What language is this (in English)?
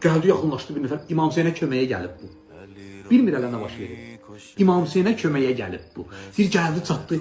Azerbaijani